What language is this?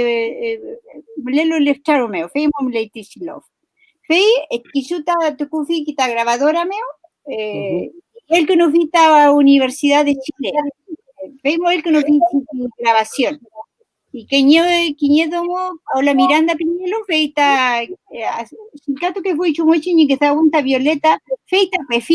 Mapuche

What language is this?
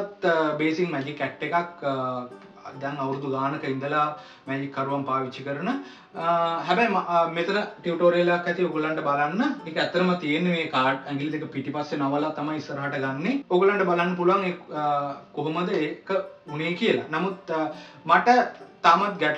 Sinhala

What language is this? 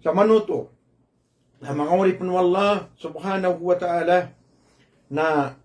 Maranao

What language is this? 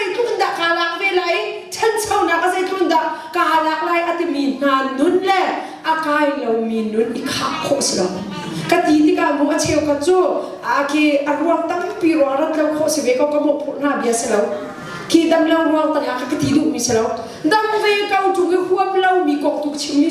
Hakha Chin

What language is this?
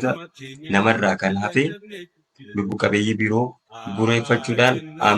Oromo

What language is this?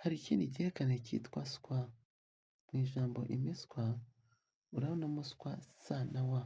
Kinyarwanda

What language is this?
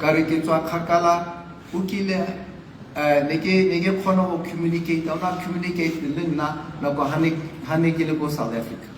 Tswana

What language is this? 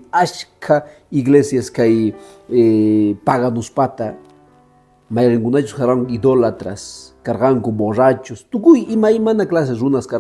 Quechua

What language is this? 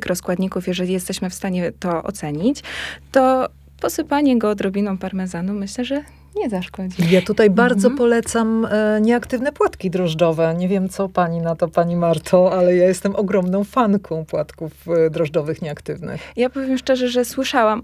Polish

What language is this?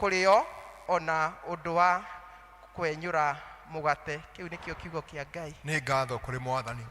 Kikuyu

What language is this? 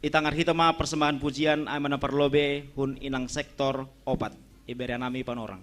Batak Simalungun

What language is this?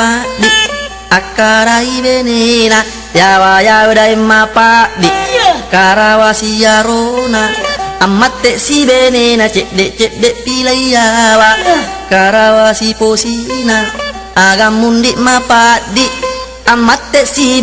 Buginese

